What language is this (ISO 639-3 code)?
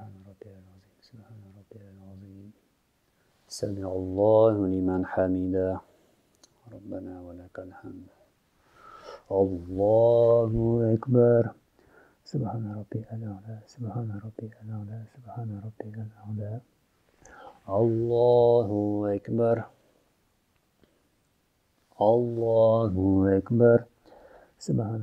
ara